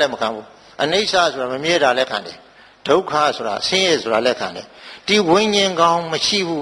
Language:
Burmese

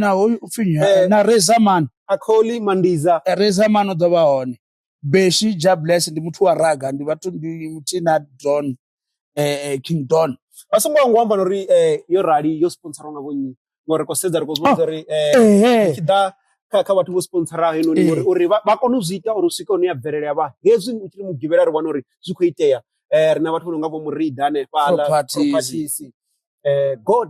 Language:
Venda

